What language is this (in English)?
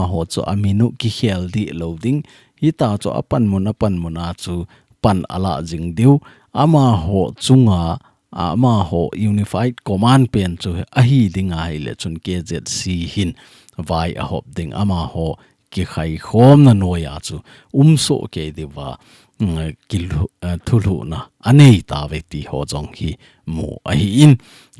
Thado Chin